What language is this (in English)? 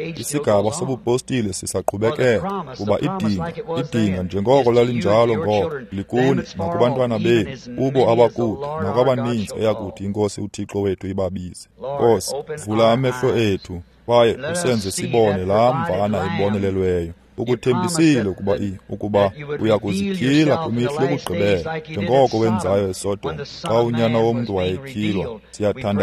Xhosa